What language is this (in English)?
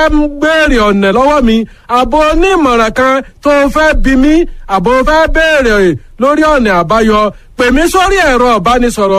Yoruba